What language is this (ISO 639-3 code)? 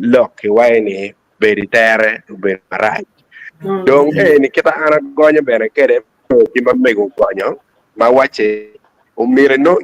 ach